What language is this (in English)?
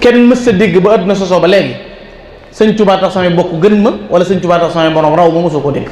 Wolof